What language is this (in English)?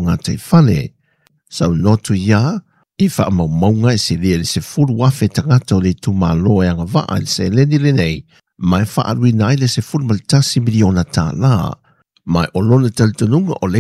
Samoan